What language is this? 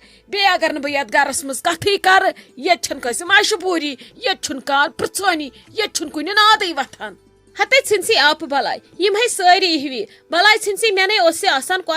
Kashmiri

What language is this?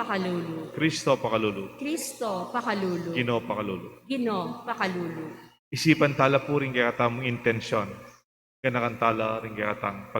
Pampanga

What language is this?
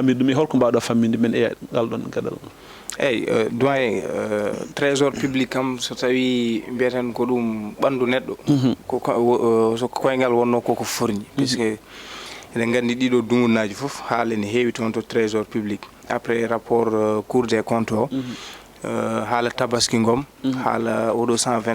Fula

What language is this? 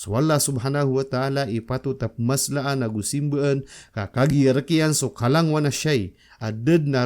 Maranao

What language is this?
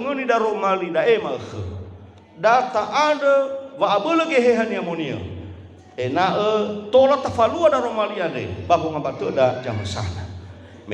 Nias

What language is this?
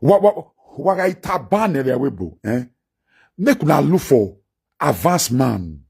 Nigerian Pidgin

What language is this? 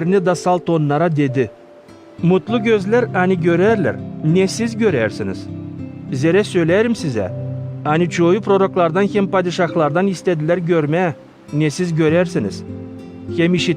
Gagauz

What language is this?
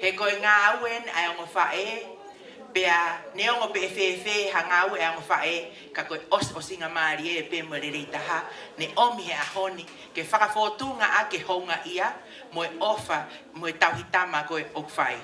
Tongan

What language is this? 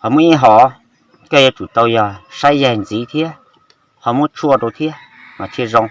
Hmong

